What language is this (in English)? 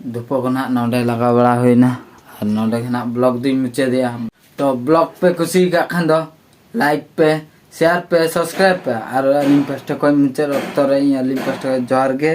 Santali